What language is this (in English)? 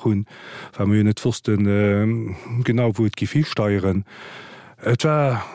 Luxembourgish